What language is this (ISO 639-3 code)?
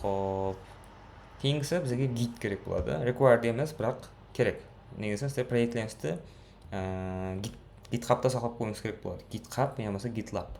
kaa